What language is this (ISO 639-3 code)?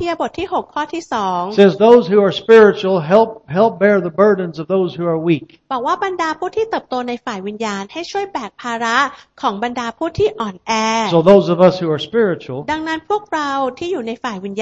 tha